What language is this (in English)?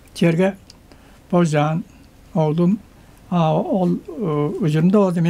Tuvinian